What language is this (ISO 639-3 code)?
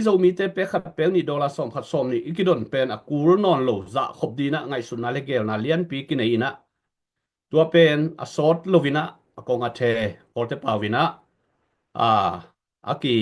ctd